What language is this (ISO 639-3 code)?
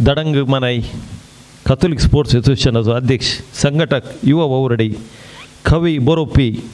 kok